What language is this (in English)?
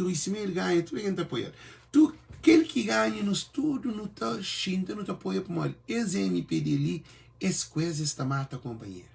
Kabuverdianu